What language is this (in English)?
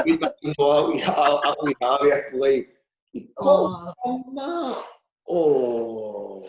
Hawaiian